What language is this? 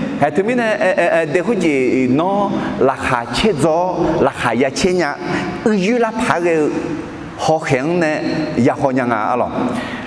Akha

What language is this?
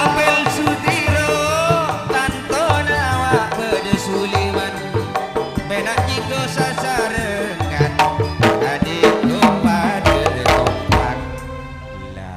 Madurese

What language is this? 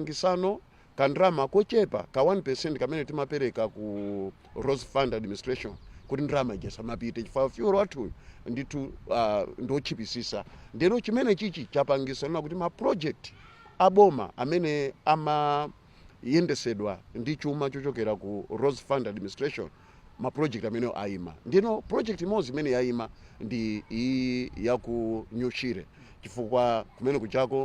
Nyanja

